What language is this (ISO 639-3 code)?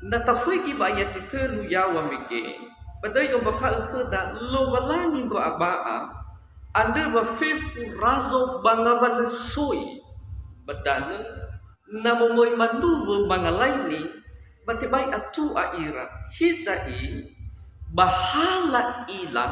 nia